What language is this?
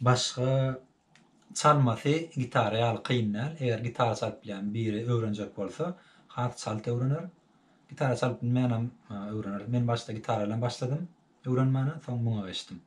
Turkmen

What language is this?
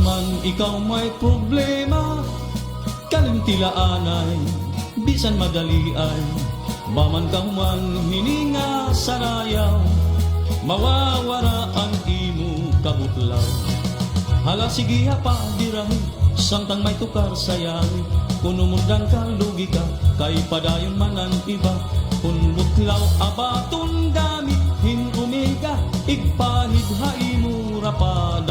Waray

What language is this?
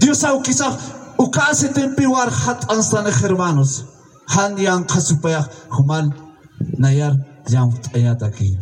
Aymara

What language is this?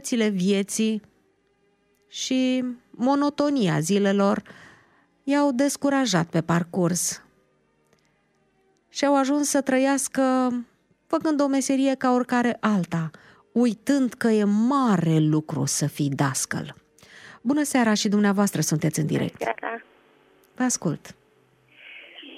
Romanian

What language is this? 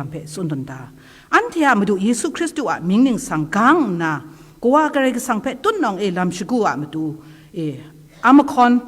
Kachin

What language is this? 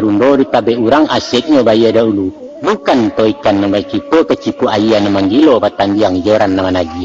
Minangkabau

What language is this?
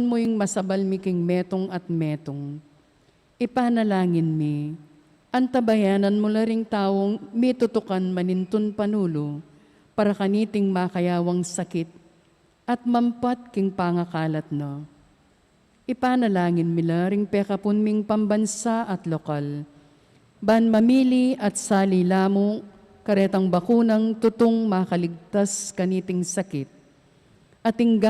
Pampanga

